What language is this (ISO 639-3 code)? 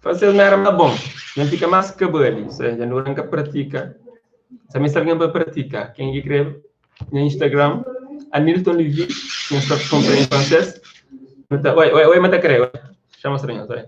kea